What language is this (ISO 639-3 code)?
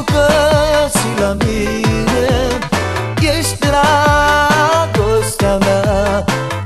ron